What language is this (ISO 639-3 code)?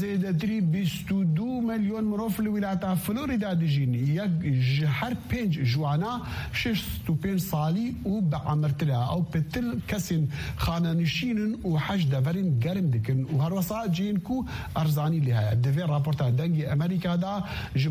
kur